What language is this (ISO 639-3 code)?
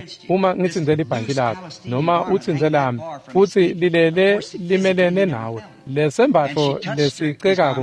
ssw